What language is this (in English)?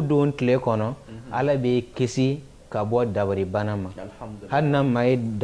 Bambara